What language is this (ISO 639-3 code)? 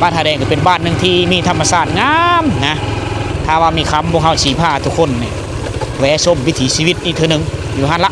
lao